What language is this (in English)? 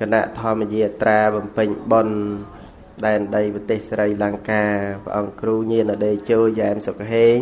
Khmer